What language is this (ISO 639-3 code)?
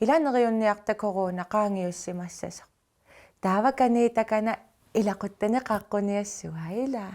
kal